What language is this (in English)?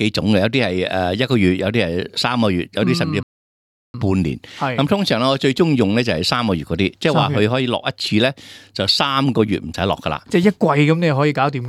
Cantonese